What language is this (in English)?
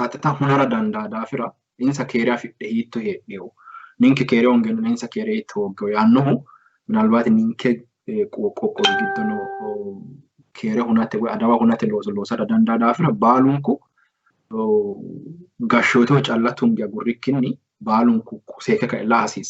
Sidamo